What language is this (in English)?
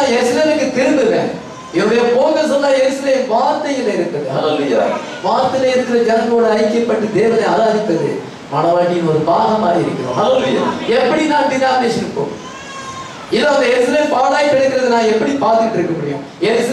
Tamil